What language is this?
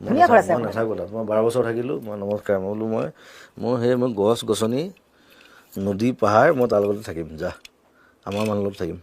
Assamese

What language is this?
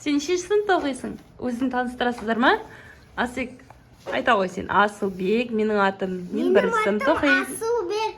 Kazakh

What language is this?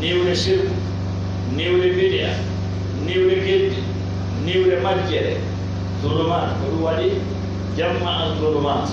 Fula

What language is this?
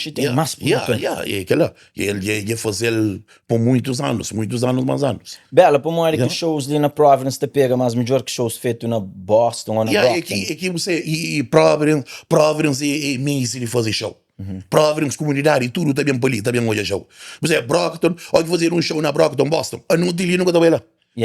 Kabuverdianu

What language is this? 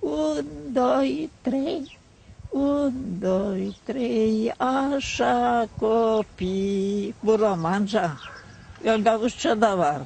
Gagauz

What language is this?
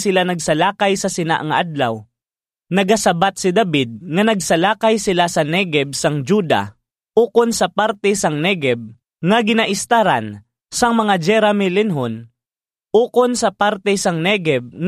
Hiligaynon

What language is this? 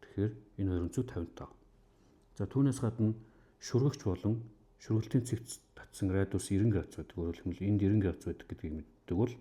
Mongolian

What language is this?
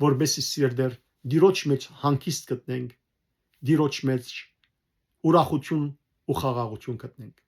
Western Armenian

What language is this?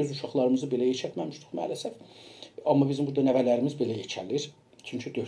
South Azerbaijani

